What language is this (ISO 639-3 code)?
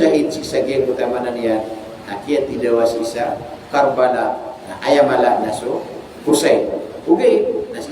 mrw